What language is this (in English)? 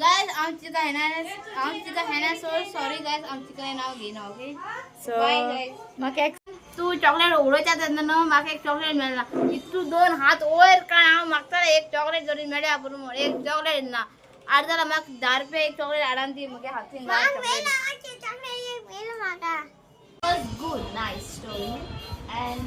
Konkani